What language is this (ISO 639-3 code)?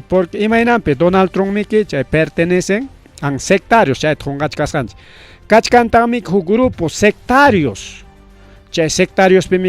quy